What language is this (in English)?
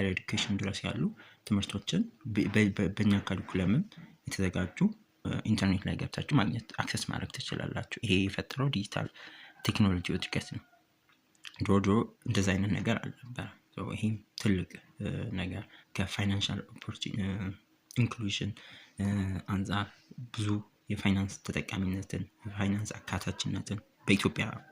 Amharic